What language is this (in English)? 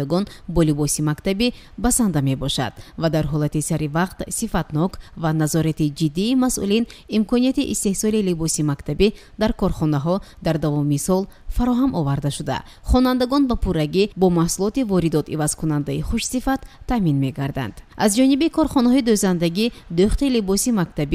Tajik